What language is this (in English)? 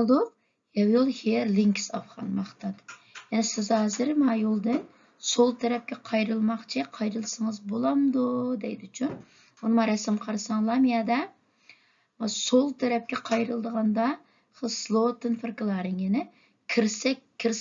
Uyghur